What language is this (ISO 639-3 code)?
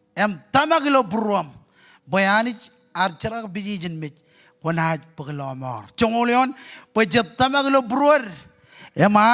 mah